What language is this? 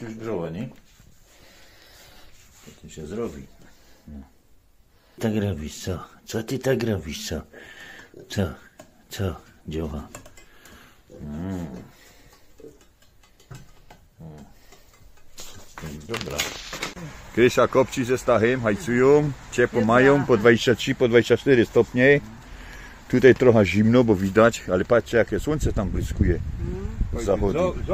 Polish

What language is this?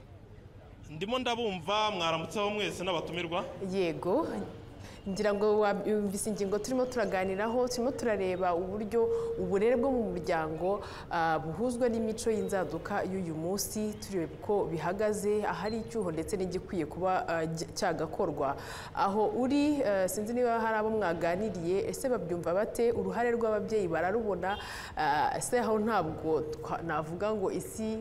Kinyarwanda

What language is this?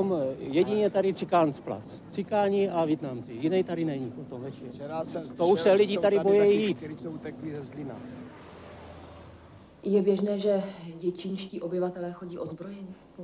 Czech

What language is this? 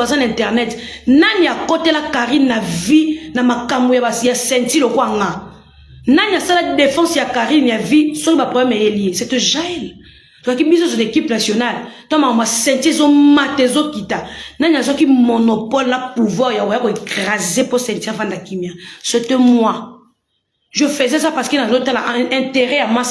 Lingala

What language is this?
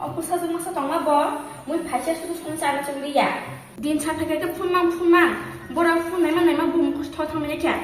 Kok Borok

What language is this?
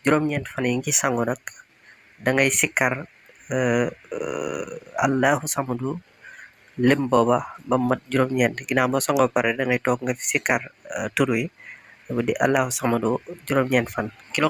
Wolof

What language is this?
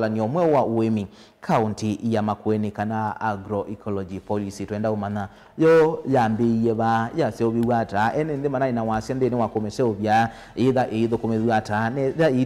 Kamba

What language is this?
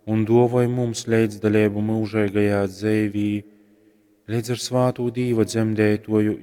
Latgalian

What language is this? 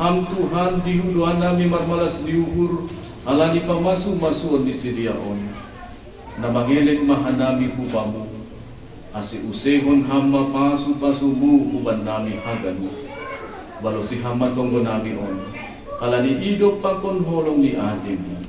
Batak Simalungun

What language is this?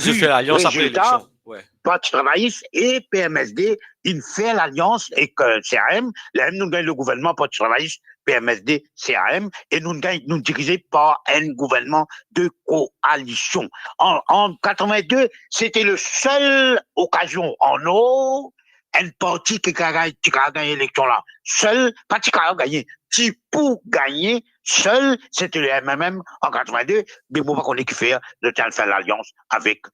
Morisyen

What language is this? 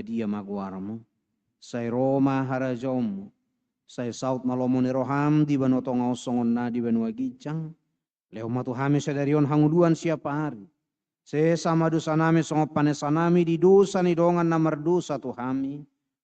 Batak Toba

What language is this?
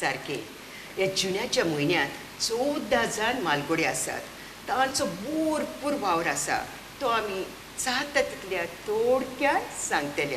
Konkani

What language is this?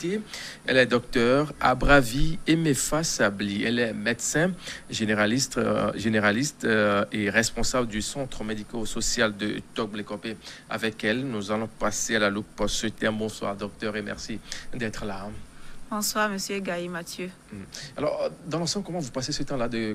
French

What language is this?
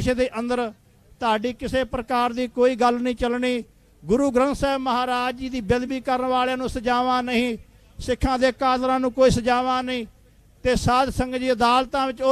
Punjabi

